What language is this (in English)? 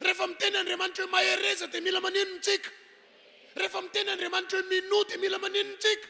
Malagasy